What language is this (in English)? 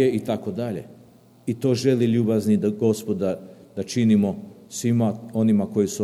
Serbian